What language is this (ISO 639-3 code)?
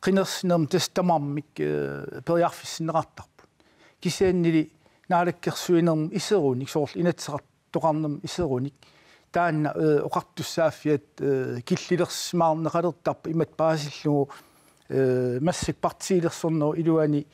kal